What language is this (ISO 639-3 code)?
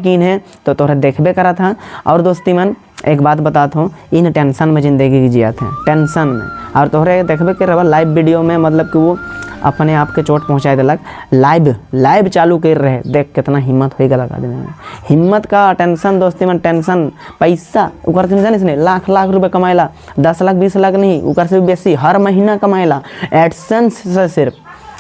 sck